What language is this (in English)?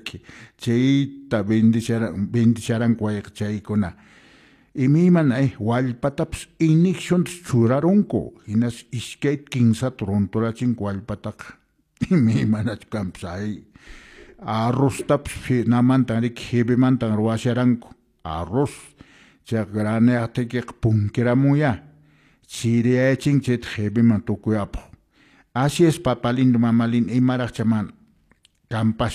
Quechua